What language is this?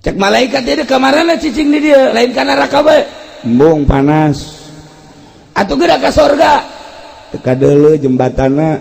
Sundanese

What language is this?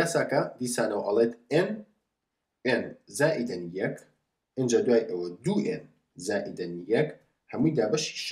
Central Kurdish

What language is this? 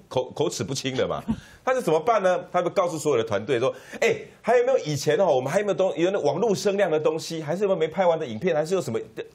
Chinese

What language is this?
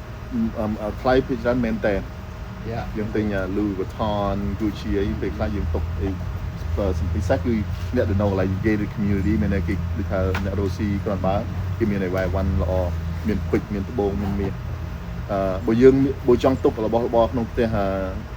Khmer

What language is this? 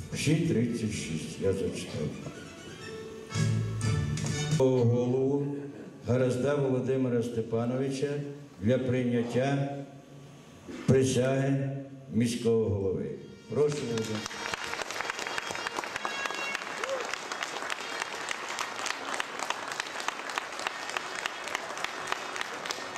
Ukrainian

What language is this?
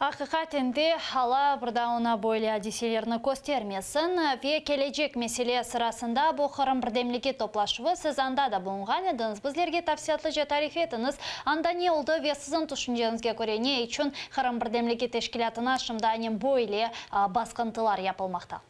Crimean Tatar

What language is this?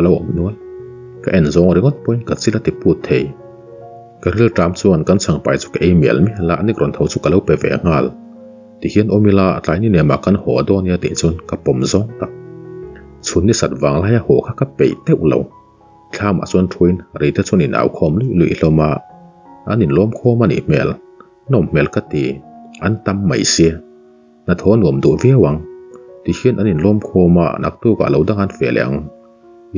Mizo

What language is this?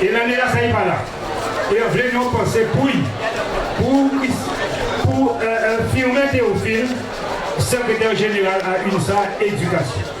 Guadeloupean Creole French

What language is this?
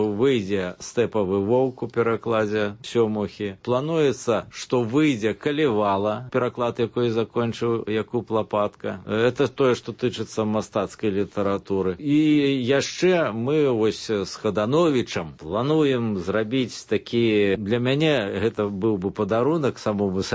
Belarusian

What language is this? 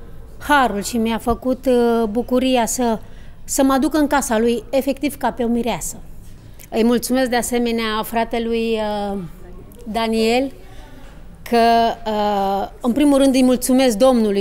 Romanian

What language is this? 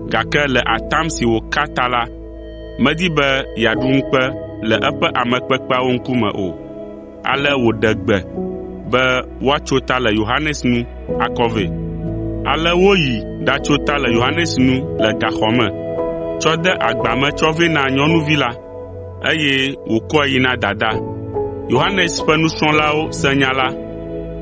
Ewe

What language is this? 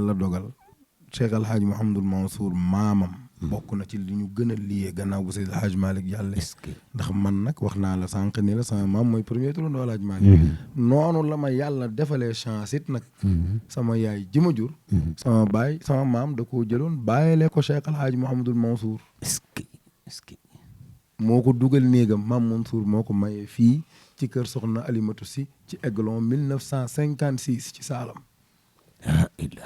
Wolof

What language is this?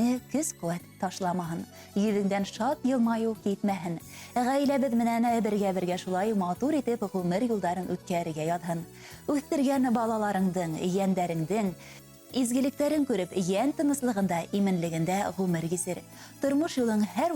Bashkir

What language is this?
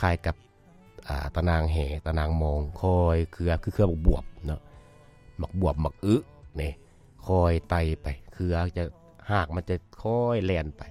Lao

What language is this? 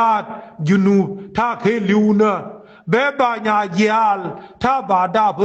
Nuer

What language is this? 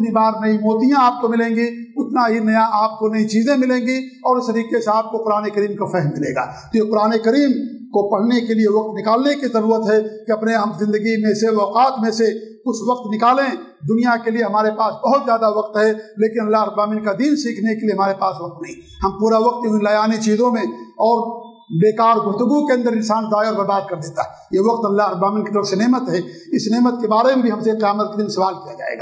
Urdu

